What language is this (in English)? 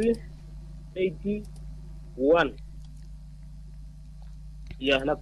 Swahili